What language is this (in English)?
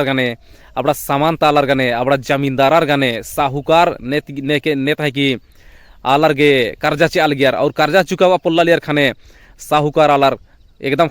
Kurukh